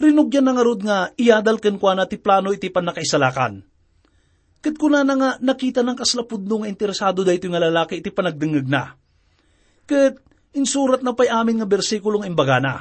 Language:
Iloko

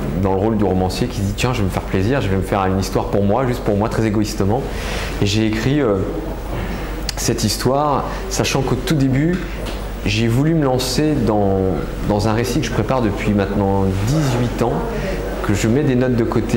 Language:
French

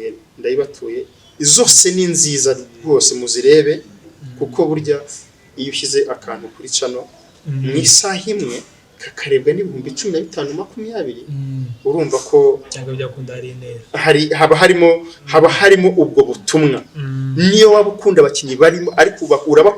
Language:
Kinyarwanda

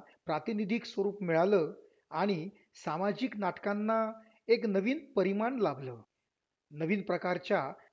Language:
Marathi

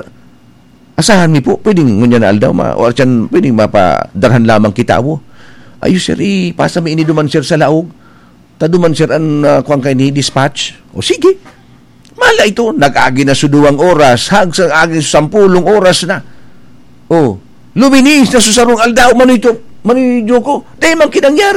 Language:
Bikol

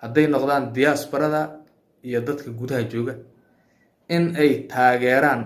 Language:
Somali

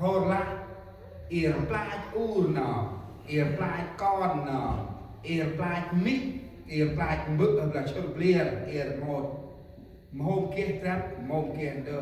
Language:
Central Mnong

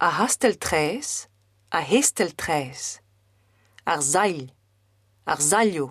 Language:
Breton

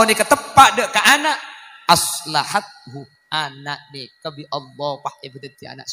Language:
Madurese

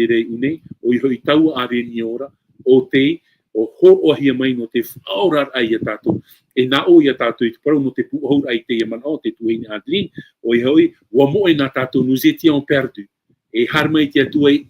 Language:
Tahitian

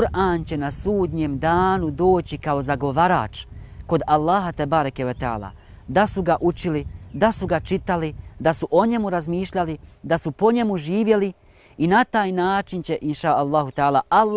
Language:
Bosnian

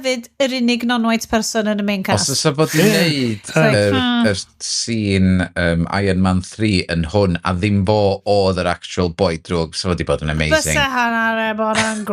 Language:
Welsh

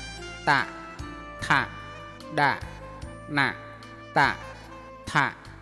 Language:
Mon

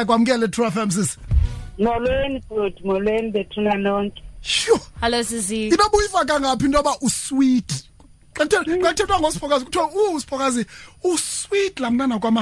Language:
Xhosa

